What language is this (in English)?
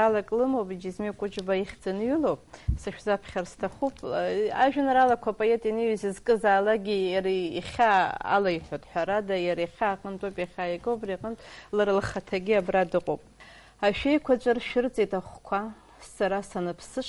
Abkhazian